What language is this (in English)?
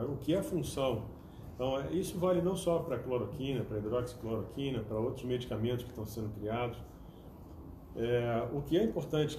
Portuguese